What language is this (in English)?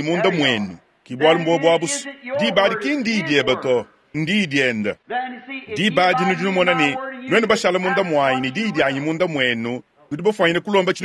Luba-Lulua